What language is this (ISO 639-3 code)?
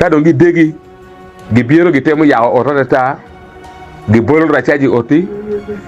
ach